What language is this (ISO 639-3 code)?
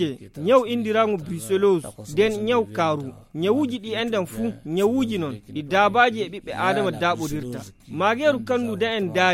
ful